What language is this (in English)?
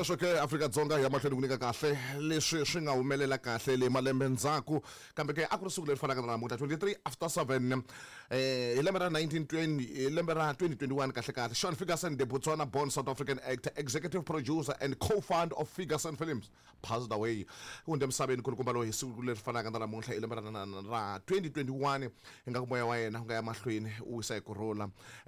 Tsonga